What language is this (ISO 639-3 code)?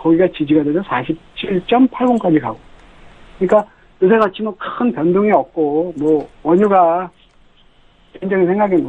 kor